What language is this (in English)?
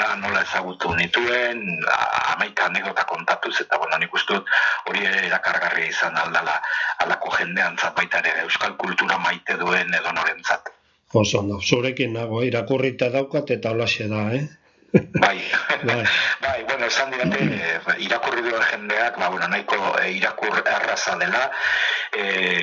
Basque